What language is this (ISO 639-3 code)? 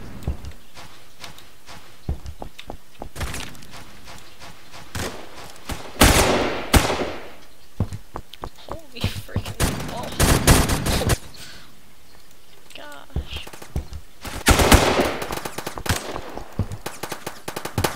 eng